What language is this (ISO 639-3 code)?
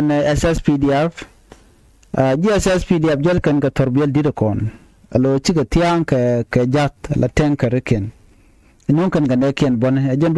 nus